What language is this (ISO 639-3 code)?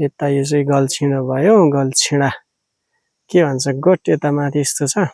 nep